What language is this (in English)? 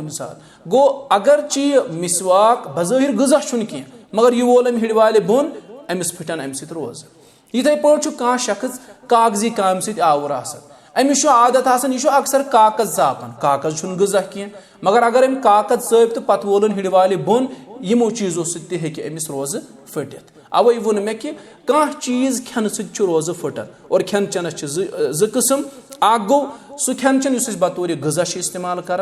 Kashmiri